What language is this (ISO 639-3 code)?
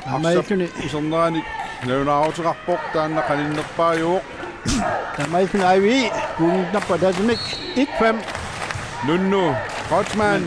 kal